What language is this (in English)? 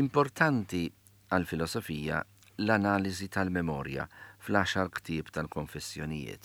Maltese